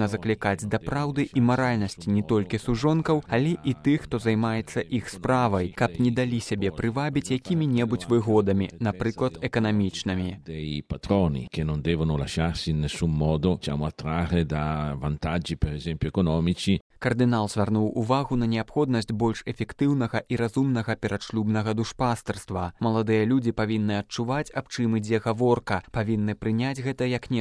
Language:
Belarusian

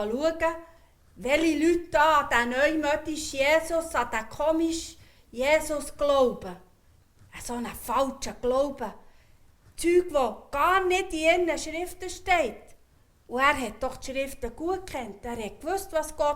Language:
Swiss German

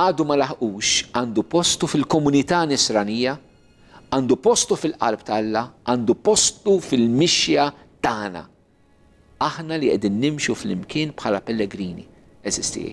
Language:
Maltese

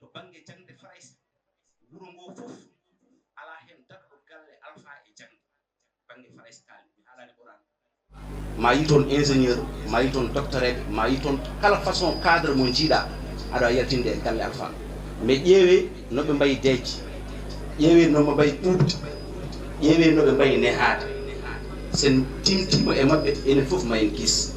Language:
Fula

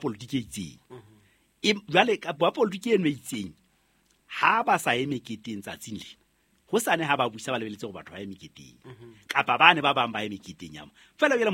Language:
Southern Sotho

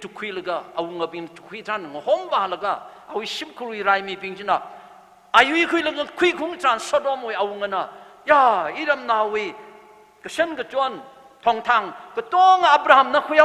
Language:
Tangkhul Naga (India)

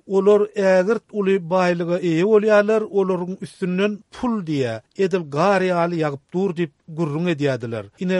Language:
Turkmen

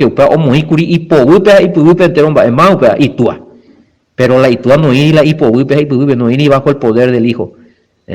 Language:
Guarani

